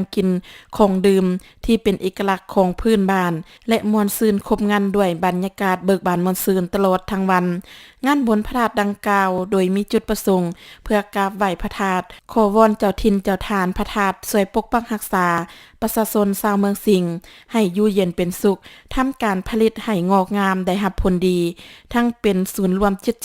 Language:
Lao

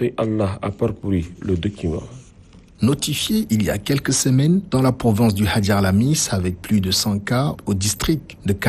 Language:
French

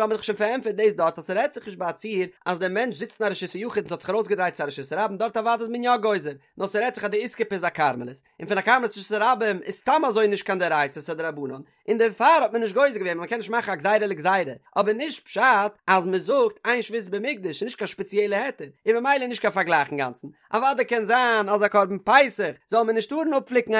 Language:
Yiddish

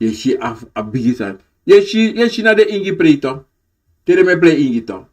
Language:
Sranan Tongo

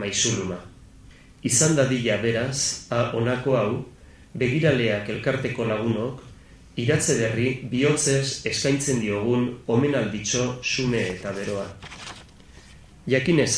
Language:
Basque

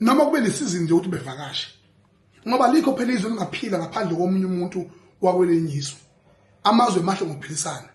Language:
Zulu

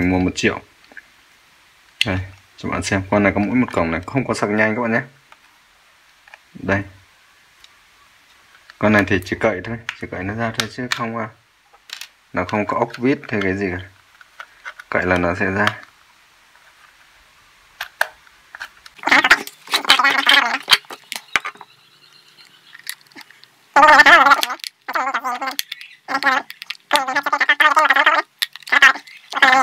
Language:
Vietnamese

